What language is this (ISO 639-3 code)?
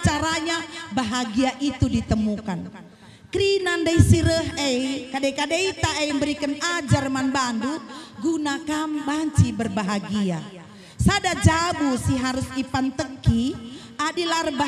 btx